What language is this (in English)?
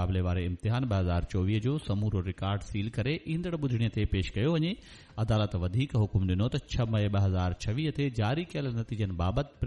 Sindhi